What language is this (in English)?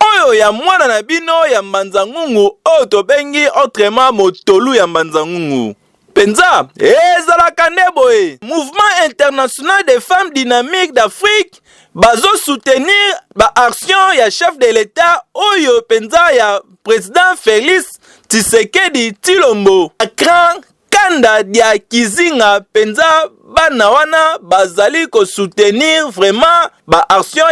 Lingala